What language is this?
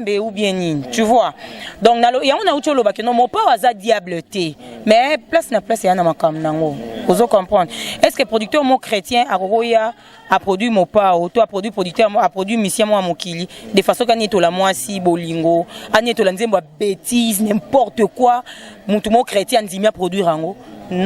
Lingala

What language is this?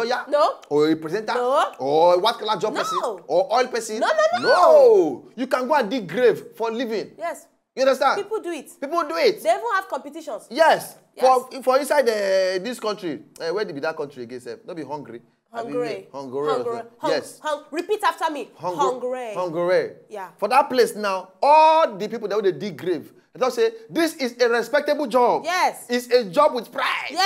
Nigerian Pidgin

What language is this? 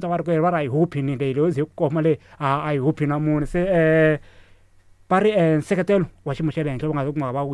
Tsonga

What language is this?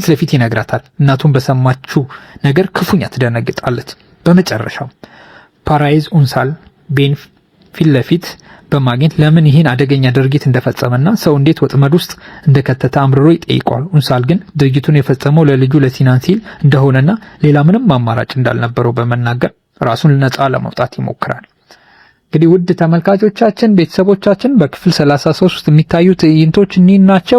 Amharic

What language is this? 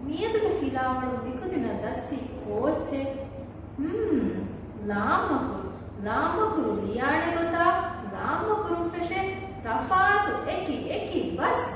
Divehi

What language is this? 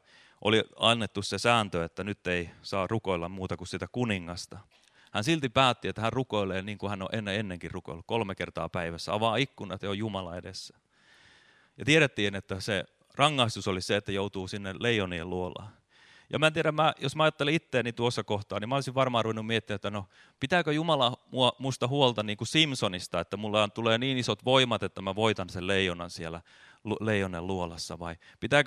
Finnish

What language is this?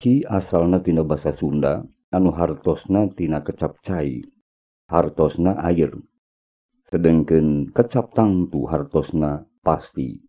Sundanese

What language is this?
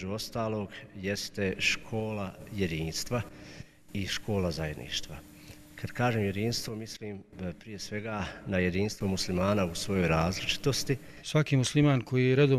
Bosnian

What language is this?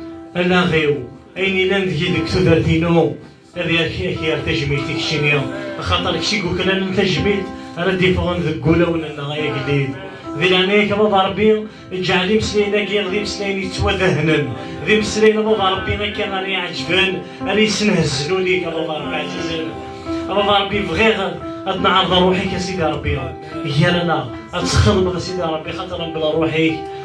Kabyle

